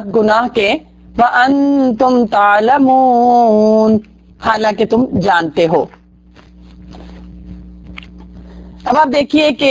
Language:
Urdu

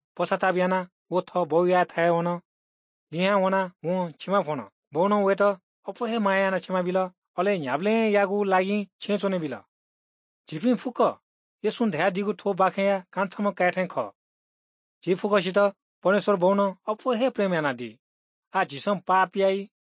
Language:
Newari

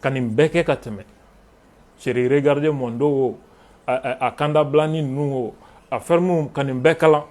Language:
Bambara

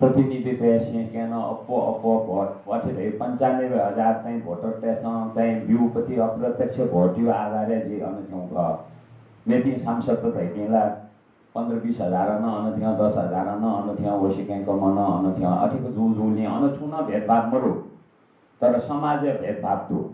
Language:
Newari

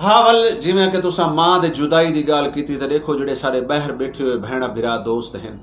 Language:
Saraiki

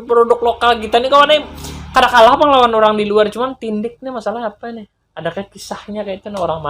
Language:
Banjar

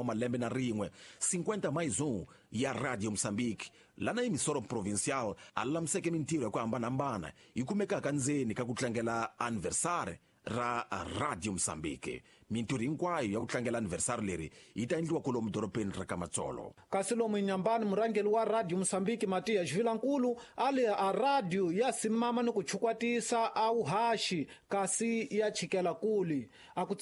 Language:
Tsonga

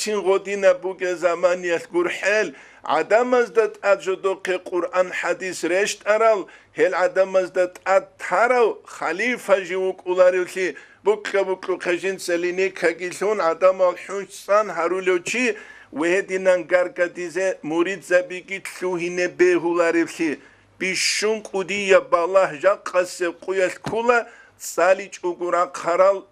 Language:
Avaric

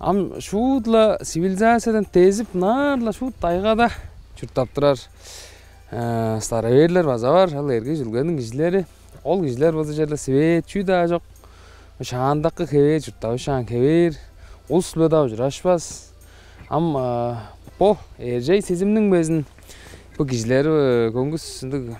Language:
Tuvinian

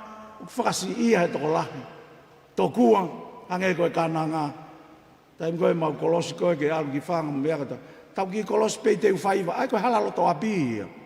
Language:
Tongan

